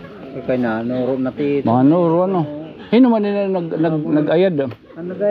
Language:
Waray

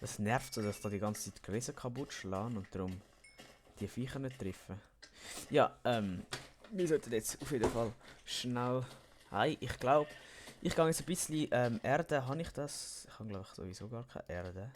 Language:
Swiss German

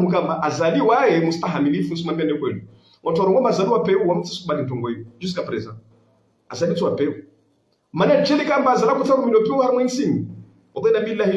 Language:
Ngazidja Comorian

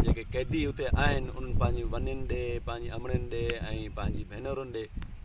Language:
Sindhi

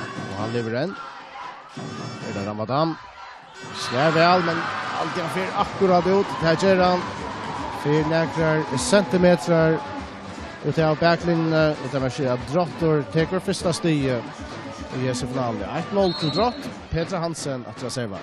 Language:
Faroese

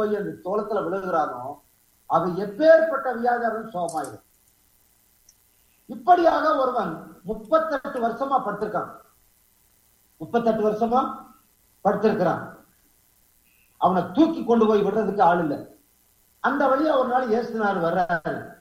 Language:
Tamil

